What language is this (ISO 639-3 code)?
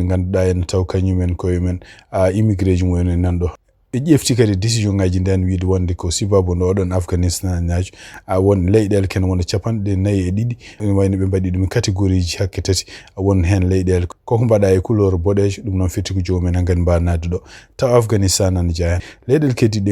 ful